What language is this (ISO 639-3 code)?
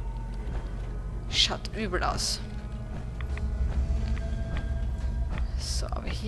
deu